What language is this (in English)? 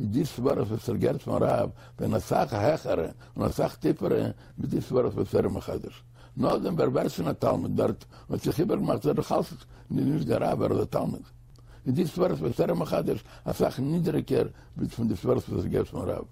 Yiddish